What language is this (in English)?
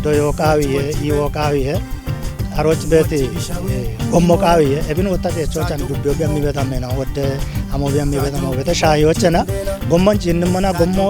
Kafa